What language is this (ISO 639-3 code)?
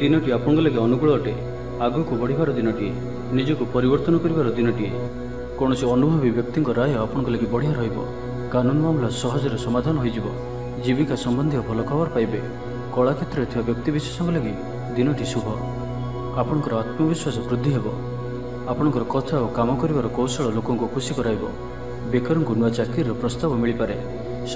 ori